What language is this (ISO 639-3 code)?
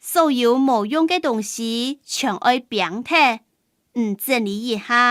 hak